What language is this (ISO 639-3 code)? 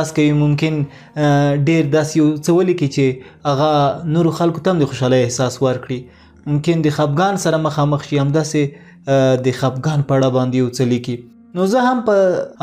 pus